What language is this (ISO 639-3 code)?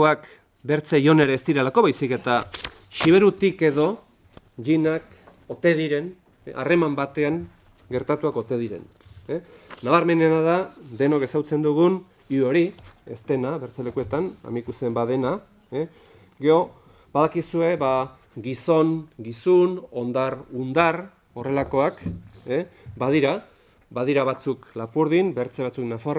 eus